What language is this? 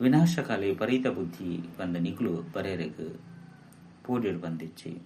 Tulu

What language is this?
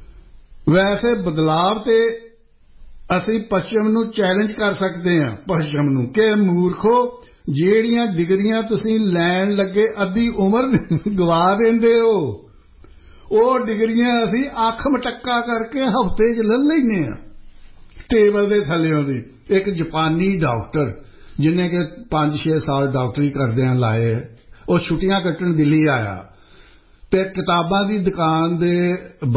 Punjabi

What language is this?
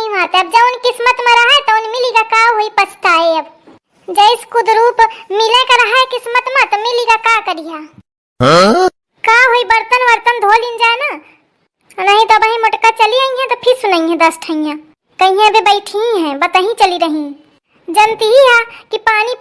Awadhi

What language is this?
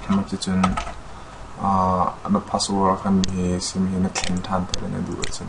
Hakha Chin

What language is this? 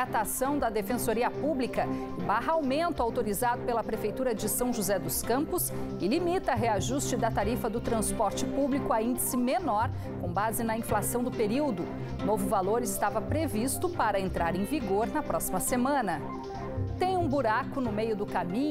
Portuguese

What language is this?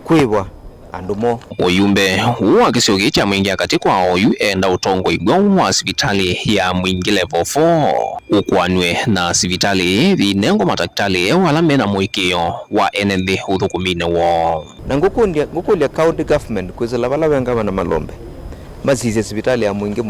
Kamba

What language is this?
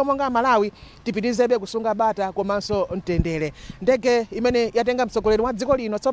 Nyanja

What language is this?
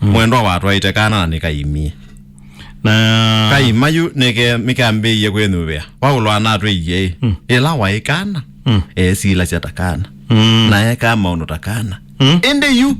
Kamba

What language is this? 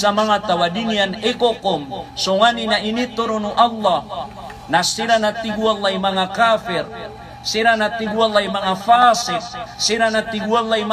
Maranao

